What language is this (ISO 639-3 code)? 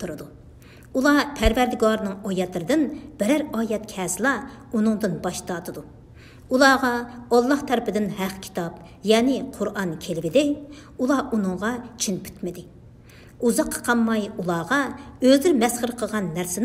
uig